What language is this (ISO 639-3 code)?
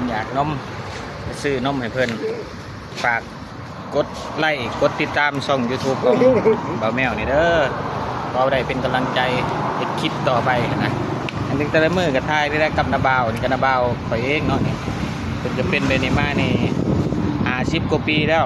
lao